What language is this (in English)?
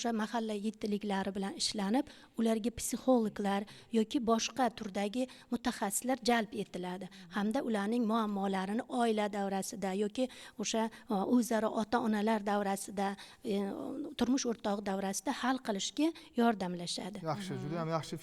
Uzbek